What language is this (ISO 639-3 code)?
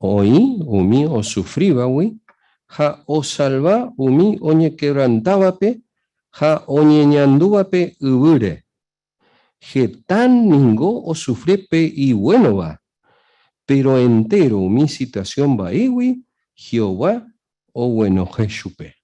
grn